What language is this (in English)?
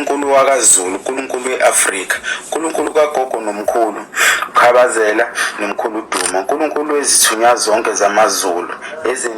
Zulu